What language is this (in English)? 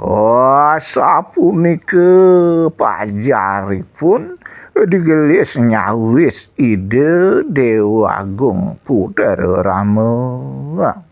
Balinese